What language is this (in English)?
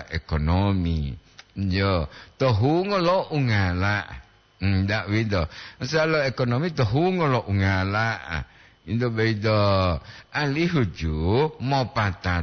Gorontalo